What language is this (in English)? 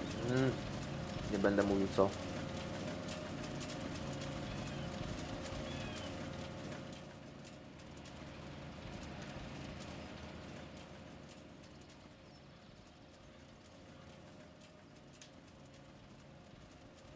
Polish